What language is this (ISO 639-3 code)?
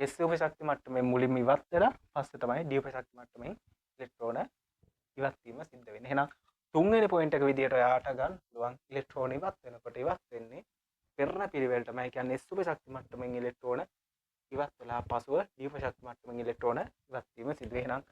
sin